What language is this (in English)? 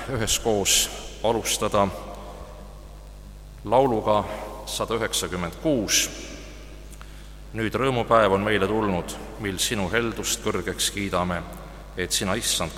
Estonian